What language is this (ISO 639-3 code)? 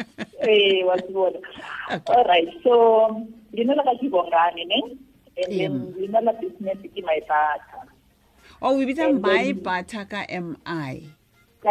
tsn